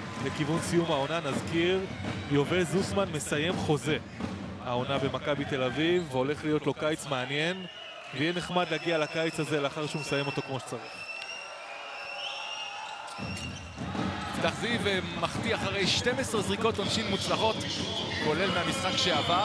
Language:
Hebrew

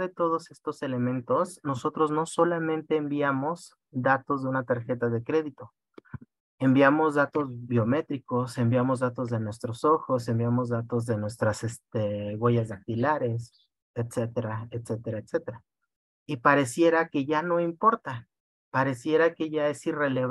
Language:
Spanish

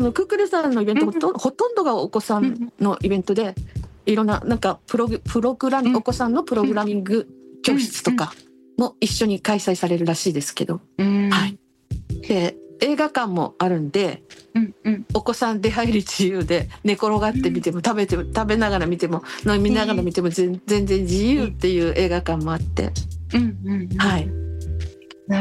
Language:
Japanese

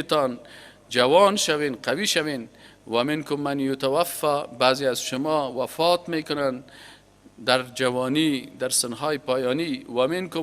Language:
Persian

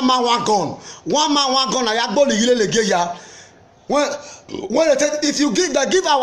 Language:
Nigerian Pidgin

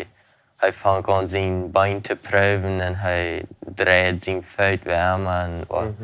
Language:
Plautdietsch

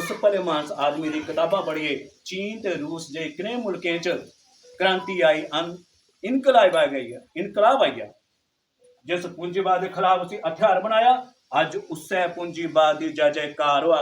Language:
Dogri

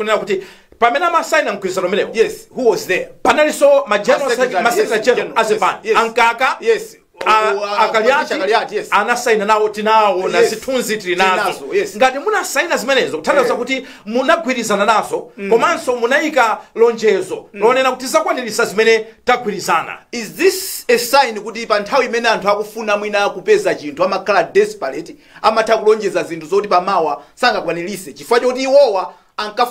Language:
Nyanja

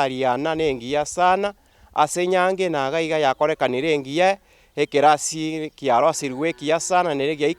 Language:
Gusii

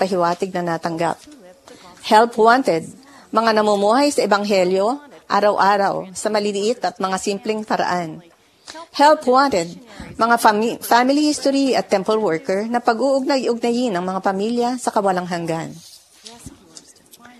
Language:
Filipino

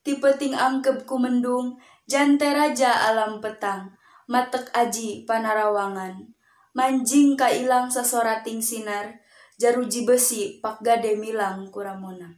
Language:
Sundanese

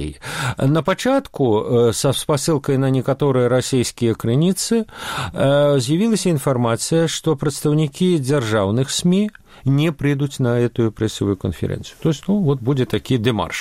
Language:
Belarusian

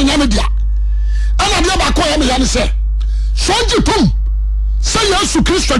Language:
Akan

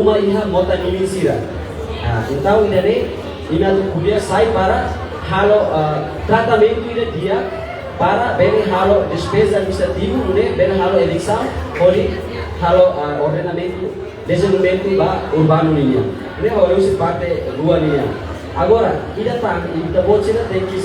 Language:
Tetum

